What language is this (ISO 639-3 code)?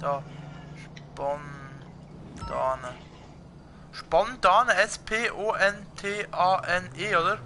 gsw